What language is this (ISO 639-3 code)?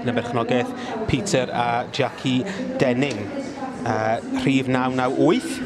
cym